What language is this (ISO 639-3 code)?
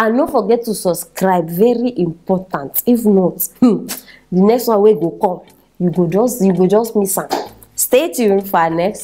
pcm